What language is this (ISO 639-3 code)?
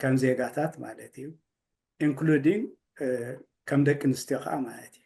tir